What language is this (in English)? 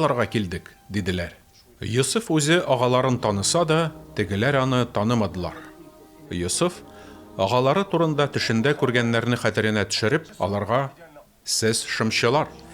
Tatar